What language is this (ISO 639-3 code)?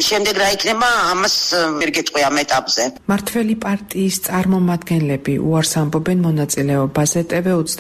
kat